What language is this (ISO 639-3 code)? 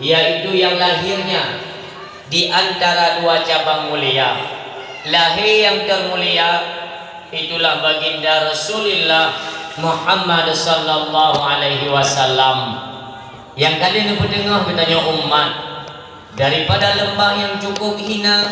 ace